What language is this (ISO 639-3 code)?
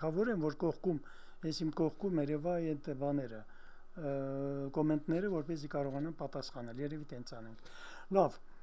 hye